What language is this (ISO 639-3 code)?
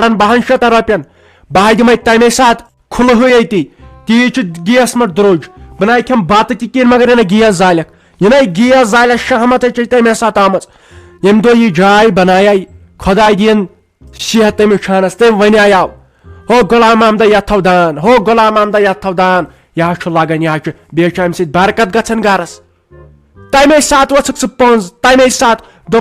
kas